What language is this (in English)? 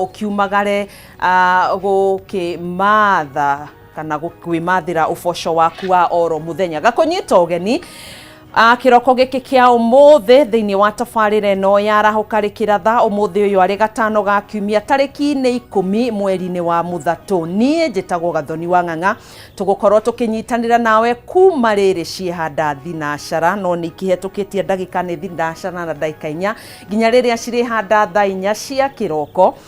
Kikuyu